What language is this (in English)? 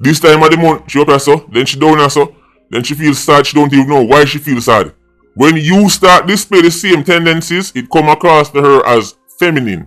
Jamaican Creole English